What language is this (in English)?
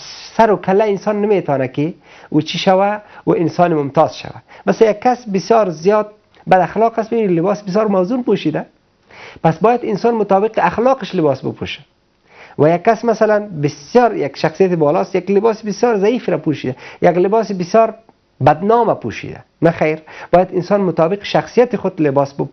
Persian